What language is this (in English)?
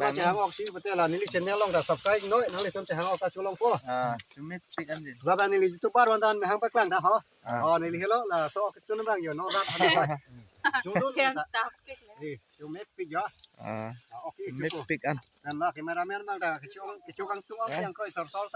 Karbi